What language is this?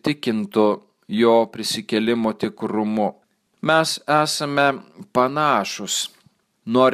Lithuanian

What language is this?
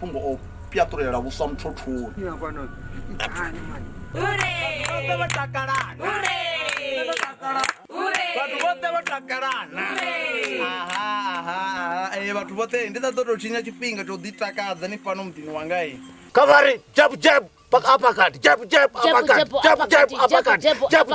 Venda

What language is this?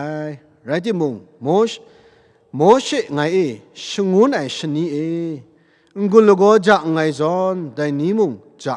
Kachin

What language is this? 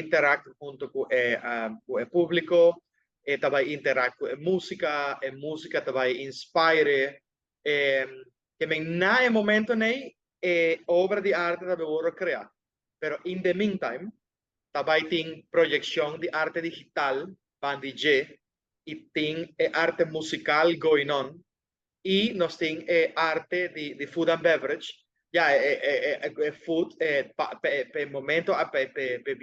Papiamento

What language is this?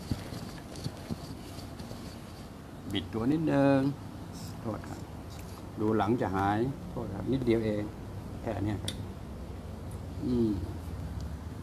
Thai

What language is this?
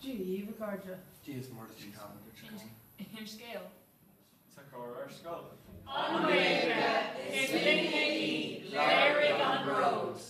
Irish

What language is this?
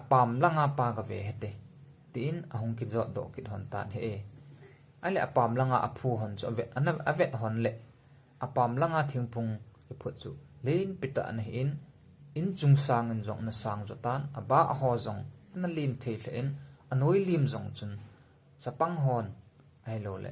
Thado Chin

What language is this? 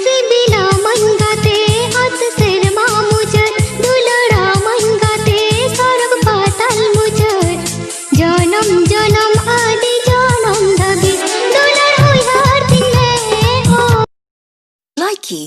Santali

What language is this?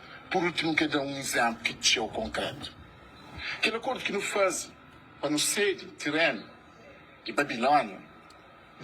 Kabuverdianu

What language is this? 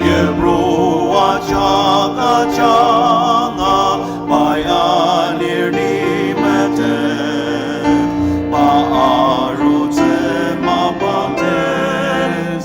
Ao Naga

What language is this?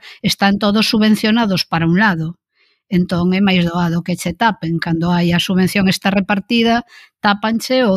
Galician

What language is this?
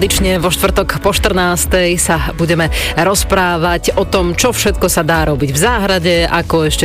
Slovak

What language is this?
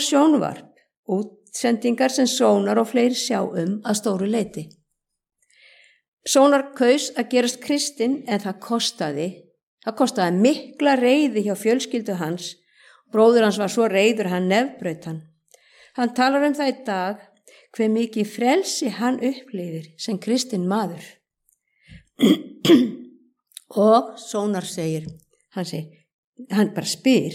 Icelandic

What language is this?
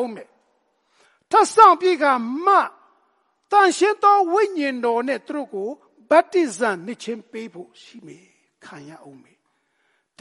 Burmese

